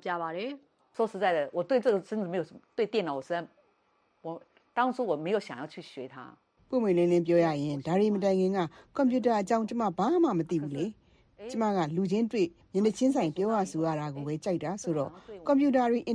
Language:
Burmese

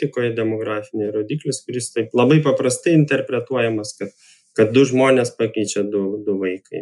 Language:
Lithuanian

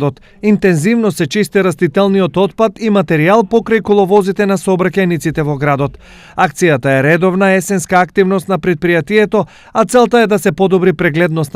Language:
Macedonian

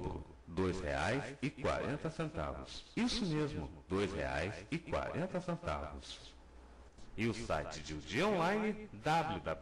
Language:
Portuguese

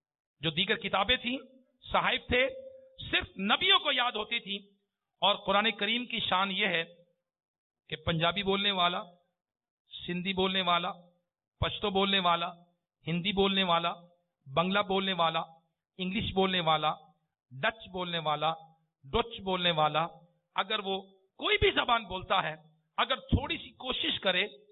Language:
Urdu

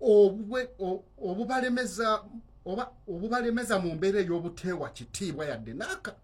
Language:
Ganda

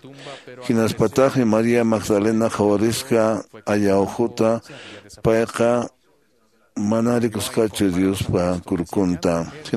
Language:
Quechua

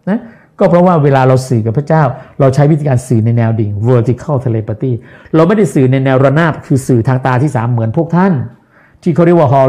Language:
Thai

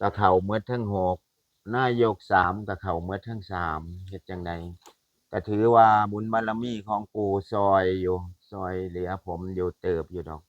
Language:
Northeastern Thai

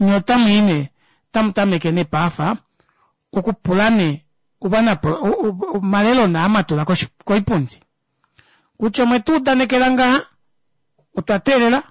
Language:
Kuanyama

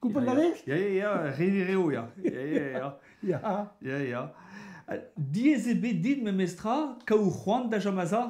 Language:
Breton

